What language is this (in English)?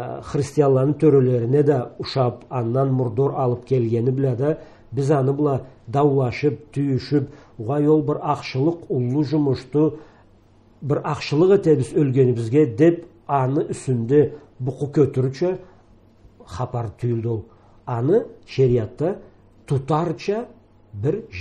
Karachay-Balkar